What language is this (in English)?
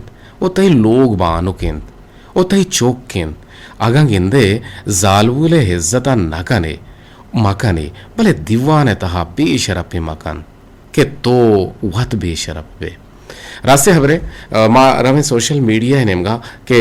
Eastern Balochi